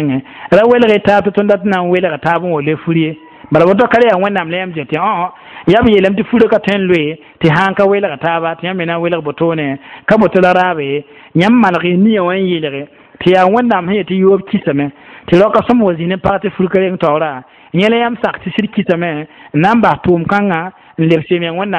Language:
Mossi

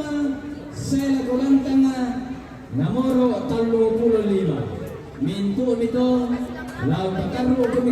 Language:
Toraja-Sa'dan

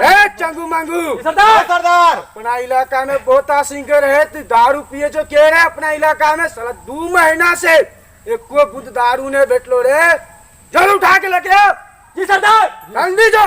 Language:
Maithili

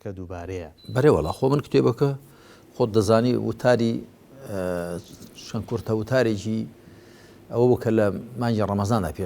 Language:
Central Kurdish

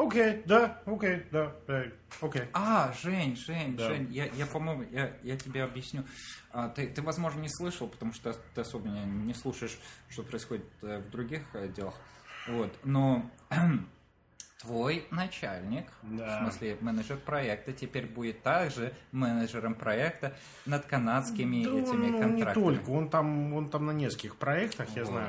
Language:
Russian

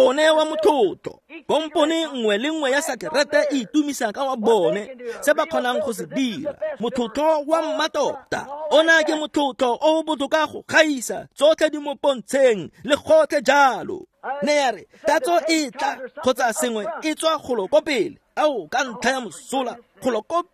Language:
Tswana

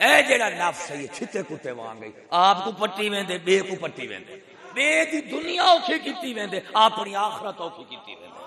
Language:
Saraiki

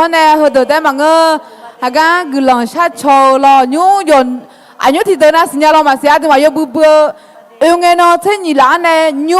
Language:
Akha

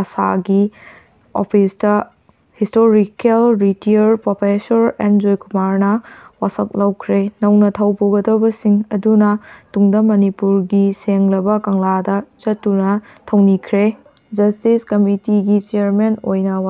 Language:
Manipuri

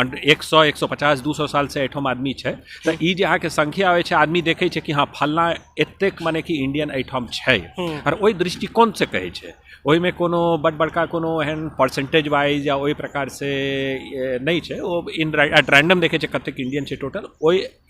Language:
Maithili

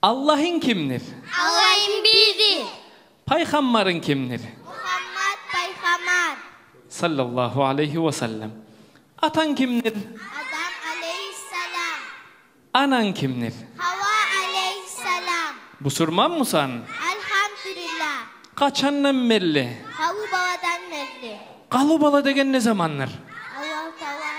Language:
Kumyk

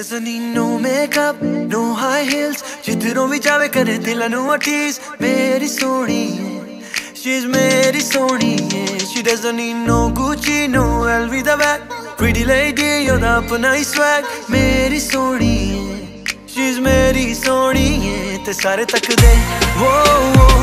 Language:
Punjabi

